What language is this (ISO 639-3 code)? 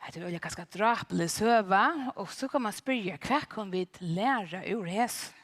fao